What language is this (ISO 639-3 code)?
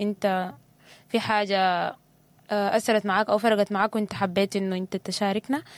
apd